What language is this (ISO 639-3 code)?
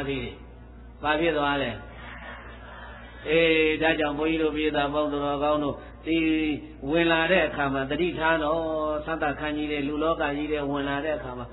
mya